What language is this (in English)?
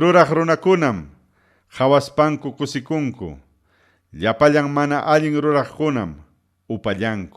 Ayacucho Quechua